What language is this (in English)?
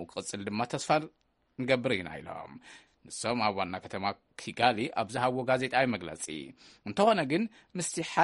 Tigrinya